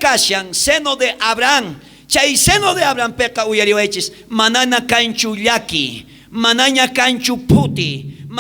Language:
South Bolivian Quechua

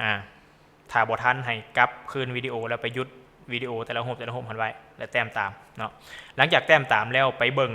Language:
Lao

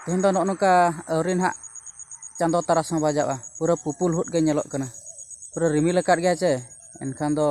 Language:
Santali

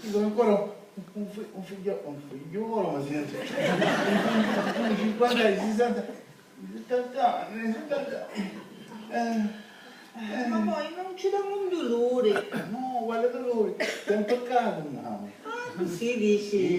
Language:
Sicilian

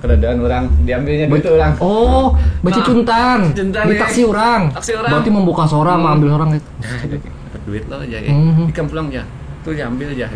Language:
Banjar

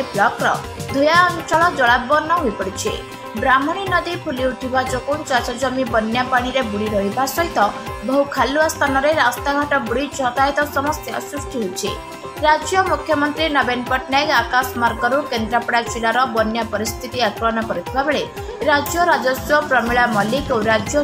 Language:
Odia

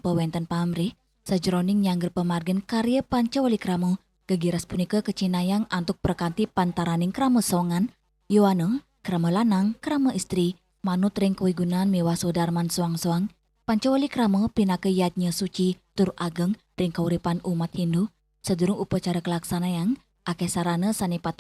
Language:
Balinese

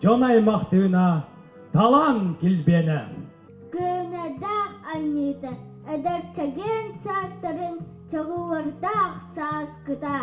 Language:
Yakut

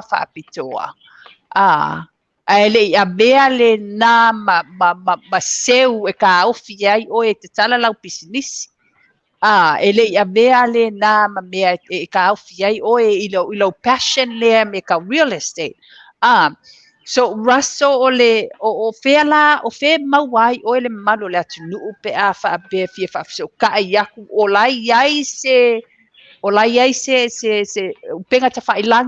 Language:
Samoan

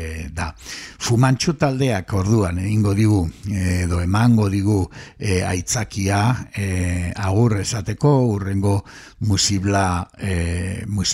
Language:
Basque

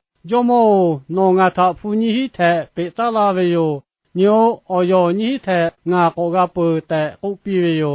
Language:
Lahu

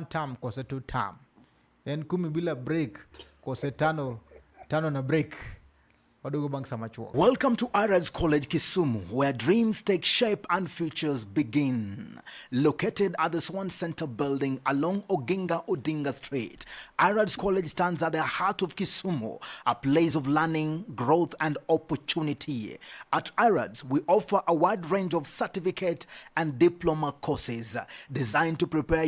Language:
Luo (Kenya and Tanzania)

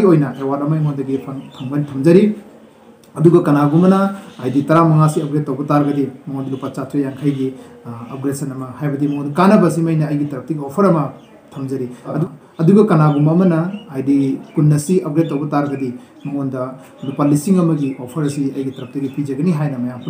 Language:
Manipuri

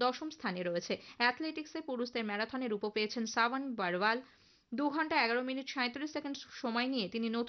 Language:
Bangla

